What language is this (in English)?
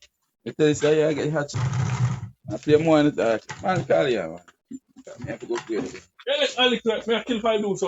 Jamaican Creole English